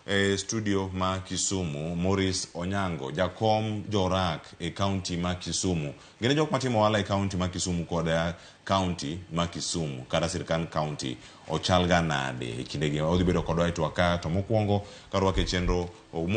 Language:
Luo (Kenya and Tanzania)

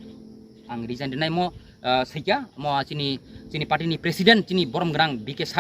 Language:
Kok Borok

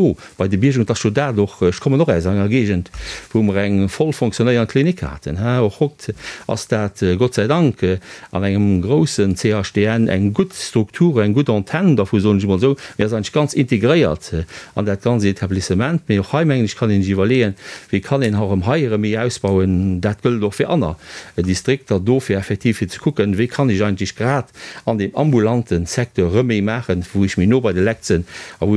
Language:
Luxembourgish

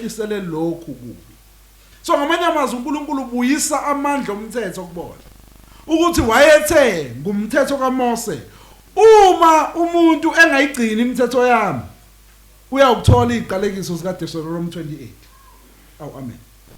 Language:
Zulu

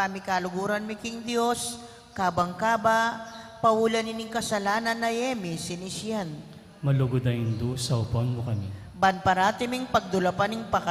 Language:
Pampanga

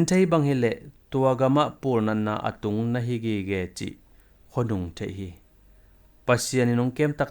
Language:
Tedim Chin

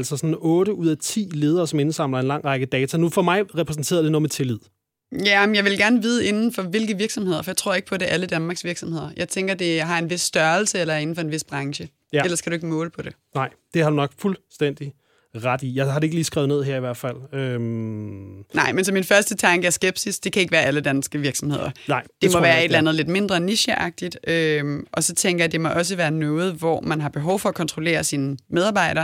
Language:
Danish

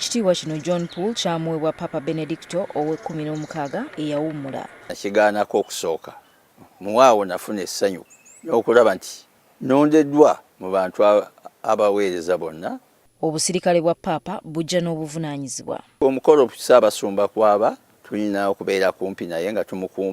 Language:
Ganda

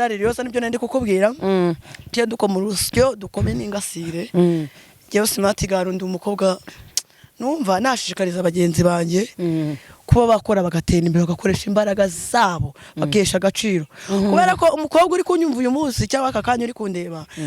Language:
Kinyarwanda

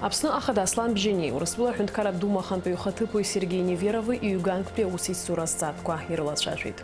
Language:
Abkhazian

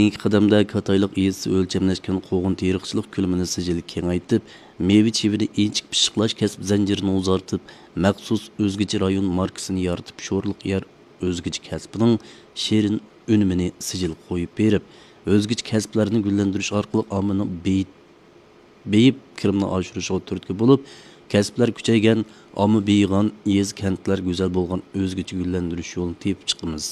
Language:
Uyghur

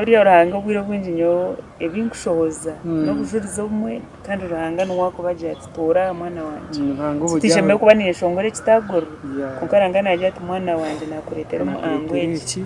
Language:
Nyankole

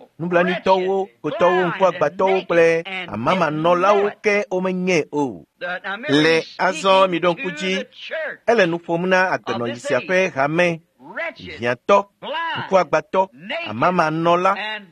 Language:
Ewe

